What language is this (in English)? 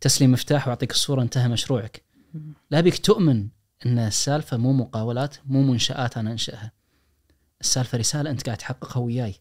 Najdi Arabic